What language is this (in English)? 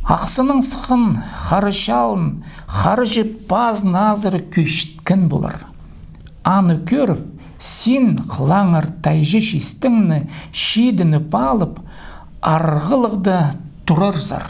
Khakas